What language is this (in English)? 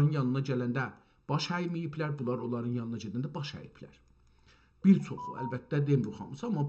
South Azerbaijani